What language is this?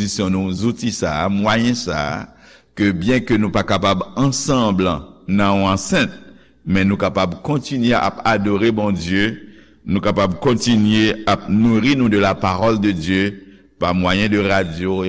Haitian Creole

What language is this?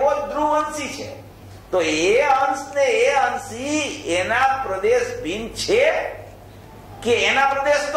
Gujarati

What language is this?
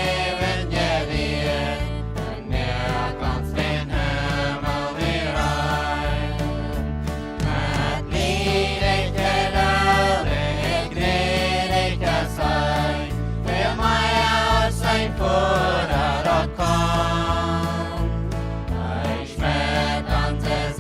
Plautdietsch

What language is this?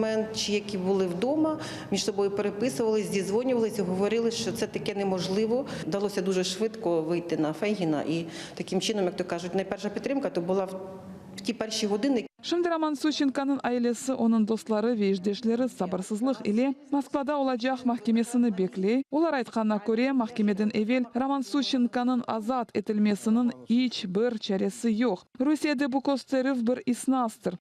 Crimean Tatar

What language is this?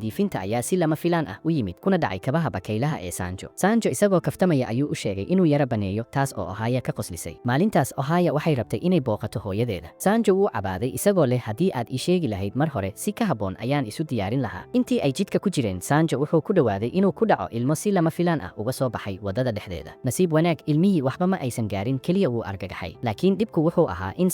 Somali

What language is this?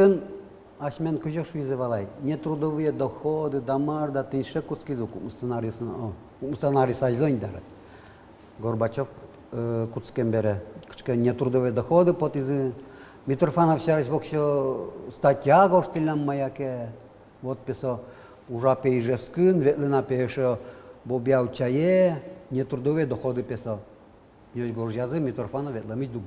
Udmurt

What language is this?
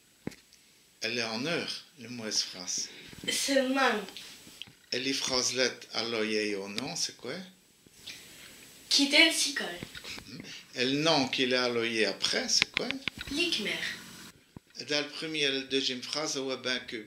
Walloon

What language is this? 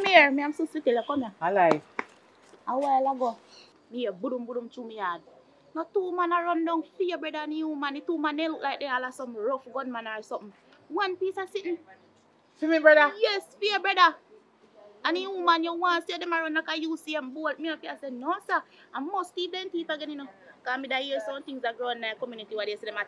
Jamaican Creole English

